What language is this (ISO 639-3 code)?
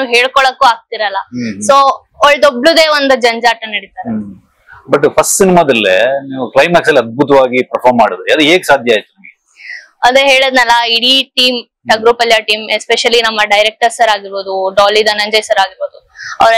kan